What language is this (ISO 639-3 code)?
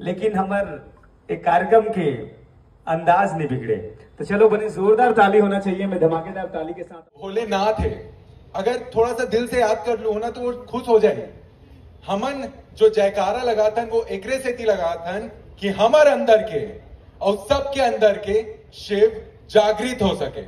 hne